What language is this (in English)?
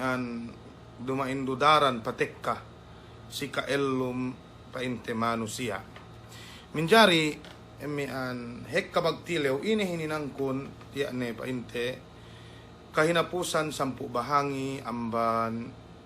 Yakan